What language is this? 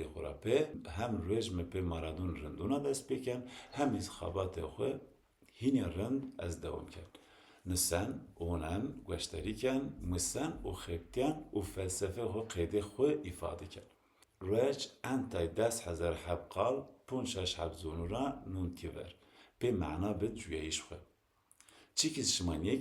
Zaza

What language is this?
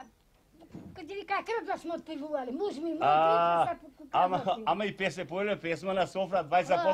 Macedonian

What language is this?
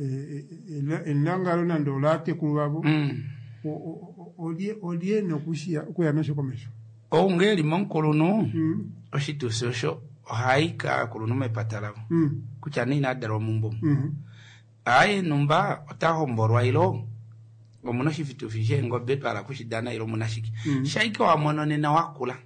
Kuanyama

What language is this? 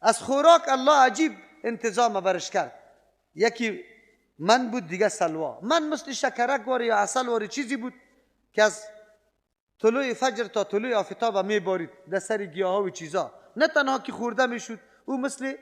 Persian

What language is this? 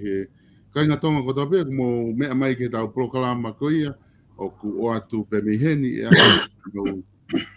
Tongan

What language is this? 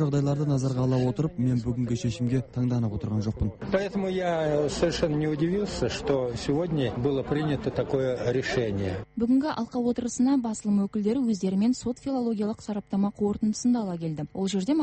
Kazakh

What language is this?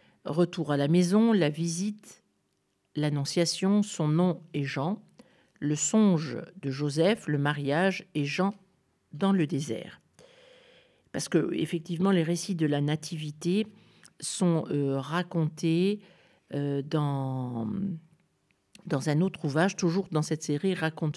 French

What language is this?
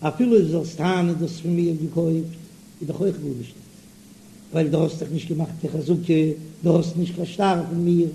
Yiddish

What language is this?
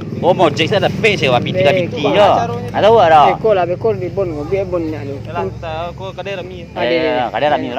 Minangkabau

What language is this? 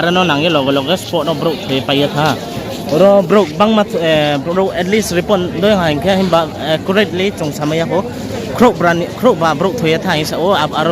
Riang (India)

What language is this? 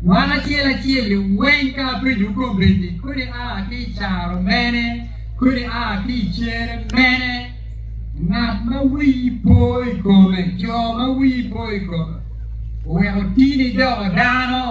Acoli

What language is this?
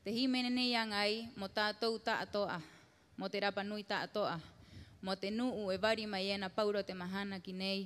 Rapanui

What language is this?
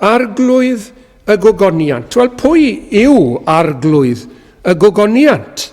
Welsh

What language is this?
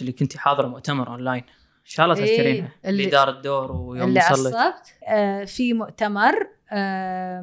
Gulf Arabic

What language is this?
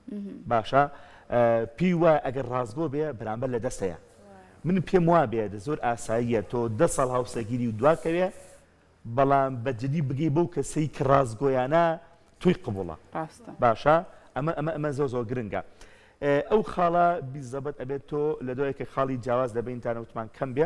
Central Kurdish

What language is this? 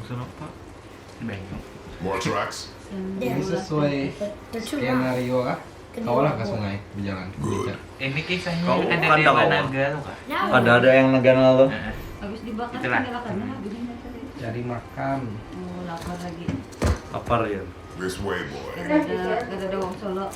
Banjar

